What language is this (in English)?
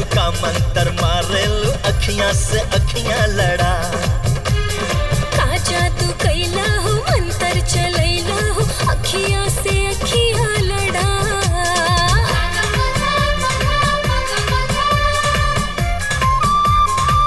Bhojpuri